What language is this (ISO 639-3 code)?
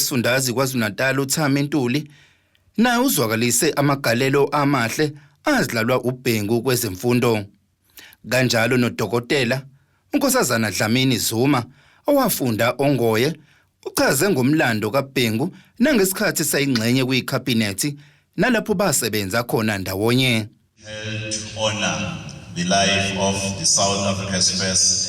zul